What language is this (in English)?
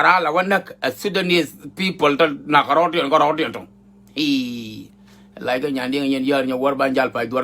Nuer